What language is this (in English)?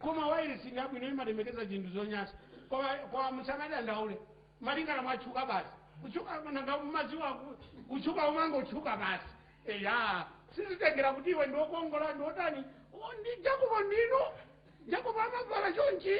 Nyanja